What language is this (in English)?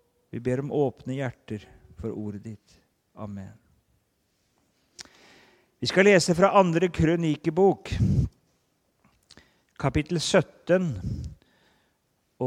Norwegian